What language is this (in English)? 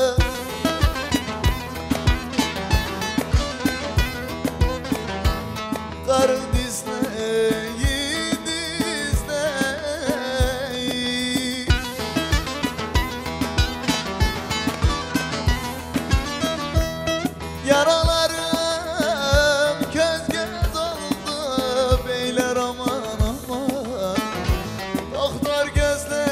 Turkish